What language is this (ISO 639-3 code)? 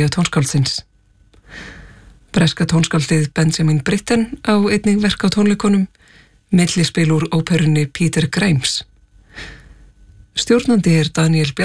isl